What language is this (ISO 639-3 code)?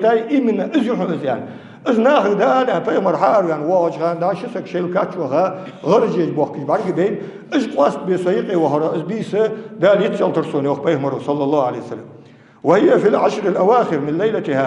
inh